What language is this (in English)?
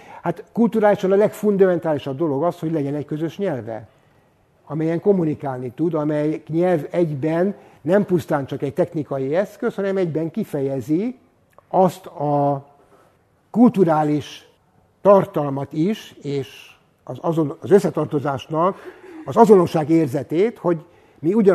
Hungarian